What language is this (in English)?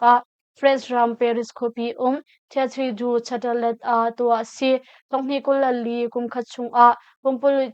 Hakha Chin